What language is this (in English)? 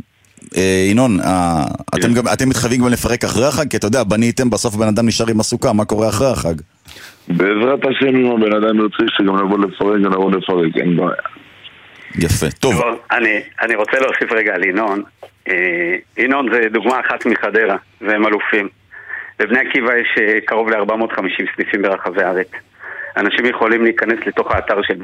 Hebrew